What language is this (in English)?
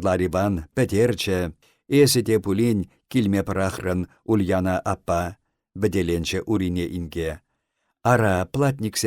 Chuvash